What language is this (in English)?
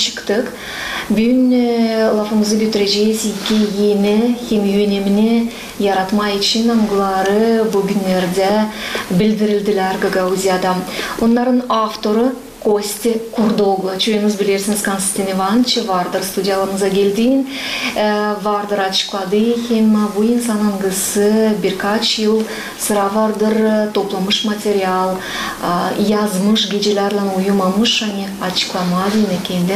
Gagauz